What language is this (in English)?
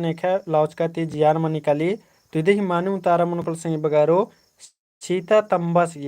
Kurukh